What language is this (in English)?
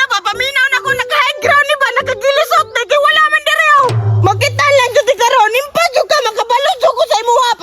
Cebuano